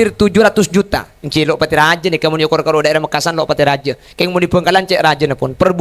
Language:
Madurese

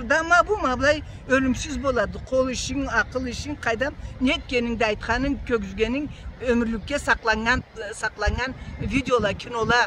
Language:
Karachay-Balkar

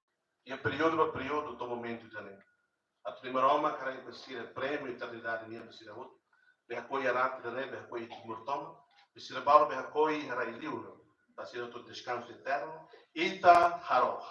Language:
Tetum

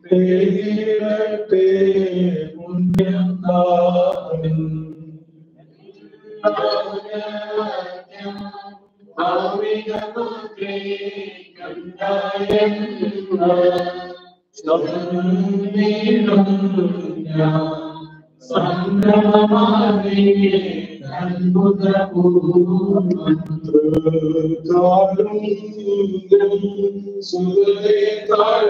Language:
Malayalam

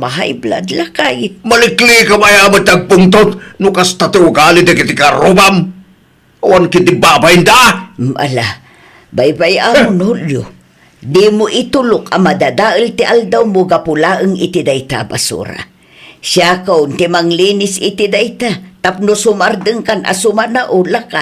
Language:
Iloko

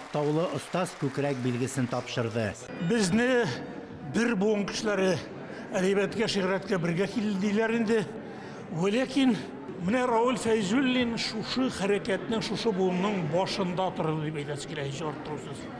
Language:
Tatar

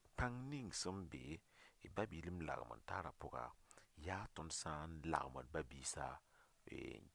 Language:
Mossi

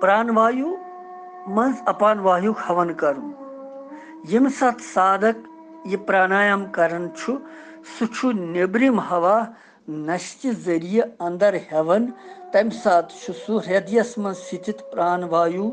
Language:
Kashmiri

